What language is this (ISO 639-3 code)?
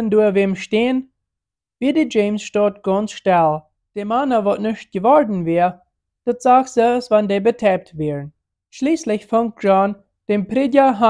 pdt